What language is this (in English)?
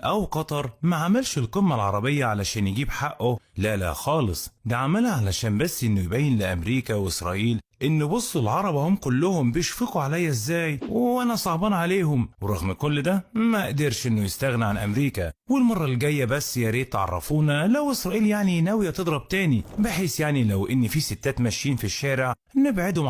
Egyptian Arabic